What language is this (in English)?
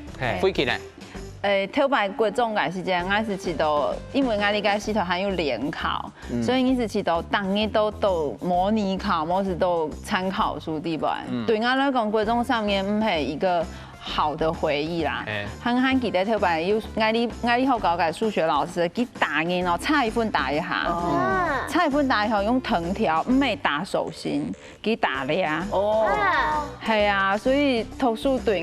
Hakka Chinese